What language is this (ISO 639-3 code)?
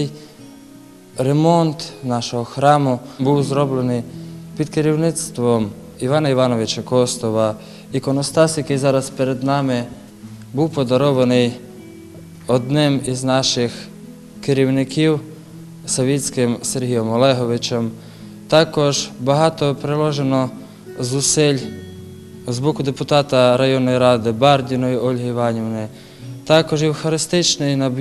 ukr